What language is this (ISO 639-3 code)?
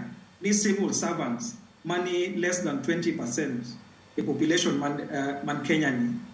luo